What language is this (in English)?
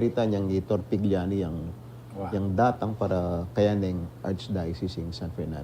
Pampanga